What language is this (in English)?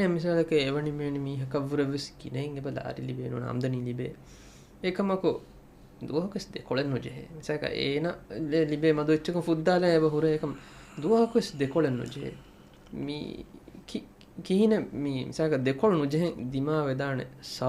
Divehi